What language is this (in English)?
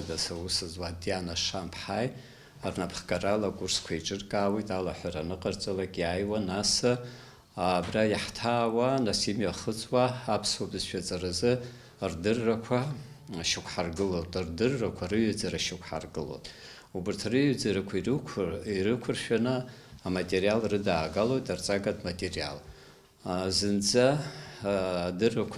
Abkhazian